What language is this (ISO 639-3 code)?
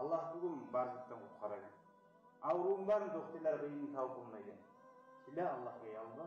kum